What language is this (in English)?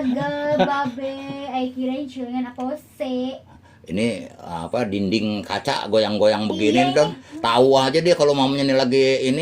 Betawi